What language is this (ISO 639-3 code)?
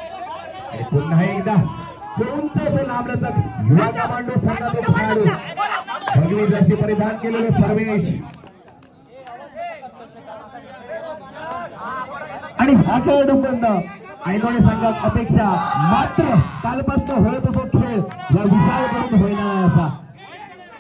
mar